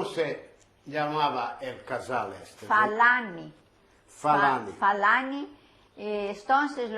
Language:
Ladino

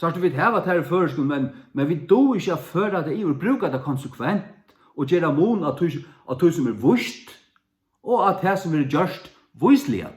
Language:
Faroese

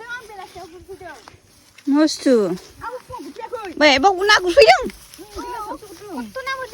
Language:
Bodo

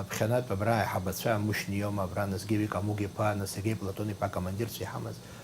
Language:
Abkhazian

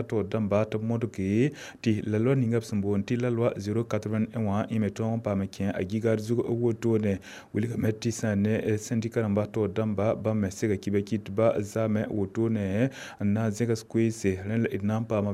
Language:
Mossi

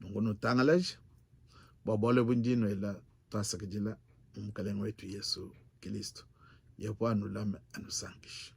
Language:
Luba-Lulua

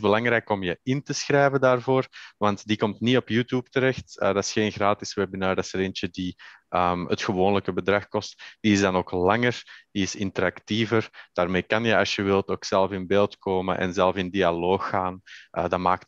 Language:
Dutch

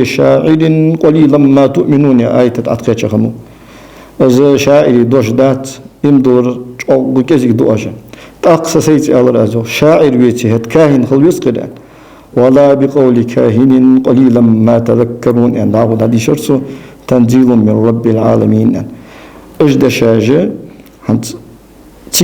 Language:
Ingush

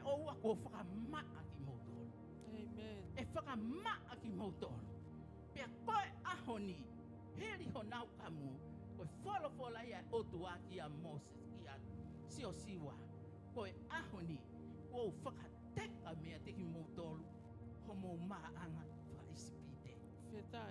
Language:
Tongan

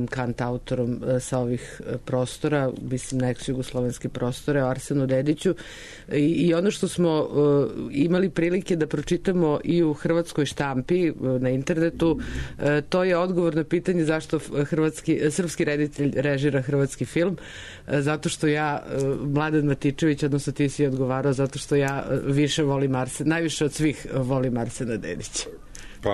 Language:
Serbian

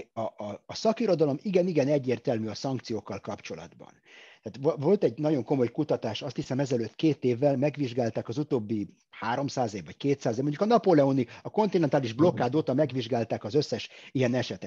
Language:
Hungarian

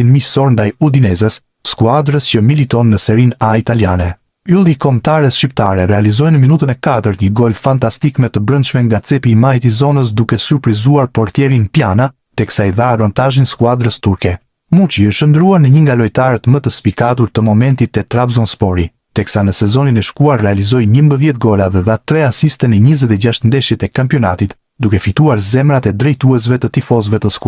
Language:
Albanian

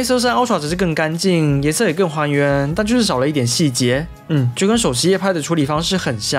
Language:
Chinese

